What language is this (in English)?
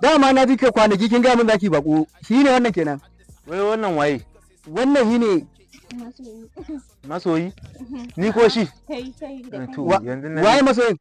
Hausa